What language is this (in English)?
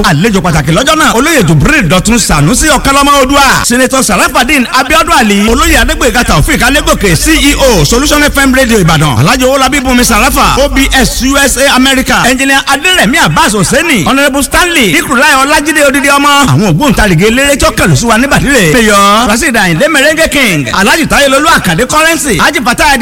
Yoruba